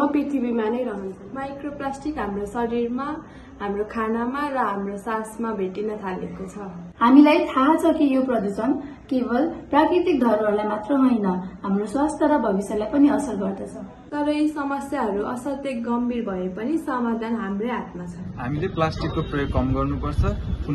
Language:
Nepali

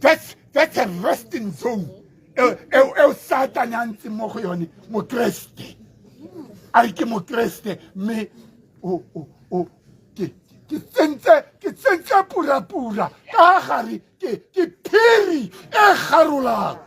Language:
Tswana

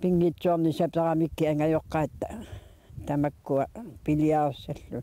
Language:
Kalaallisut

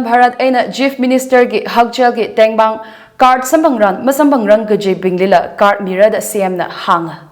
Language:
Tangkhul Naga (India)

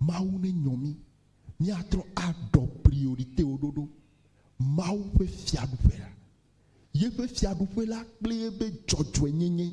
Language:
Ewe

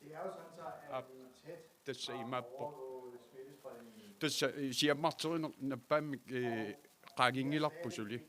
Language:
Kalaallisut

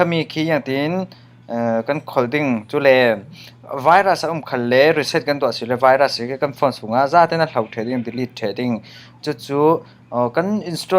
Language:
Falam Chin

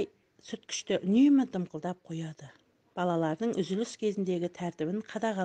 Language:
Kazakh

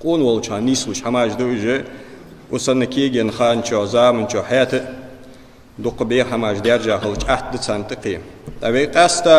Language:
Ingush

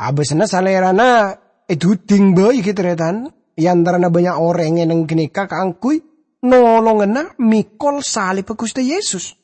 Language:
Madurese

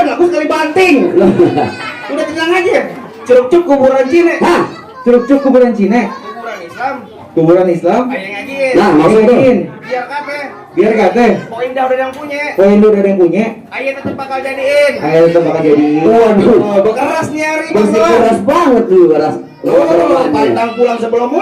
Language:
Betawi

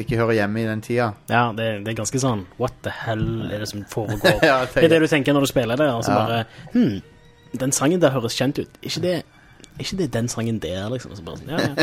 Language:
Norwegian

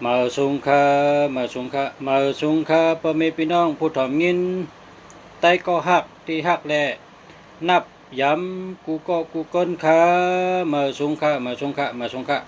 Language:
Shan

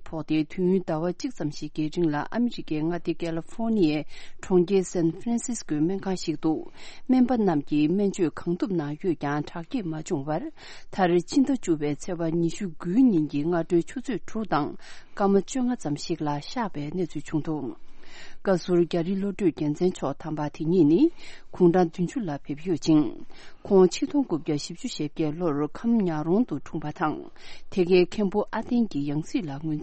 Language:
Tibetan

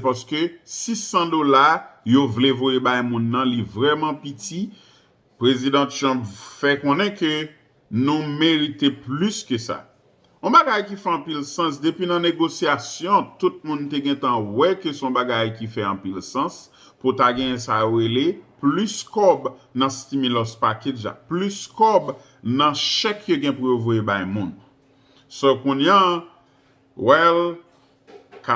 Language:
Haitian Creole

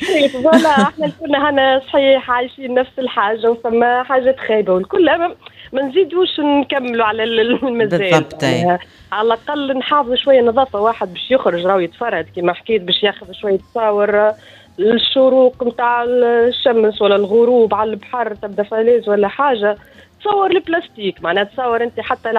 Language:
Tunisian Arabic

